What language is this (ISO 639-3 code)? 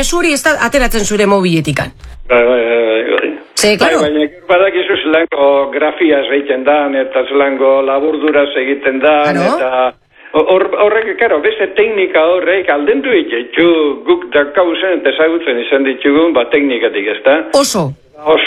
eus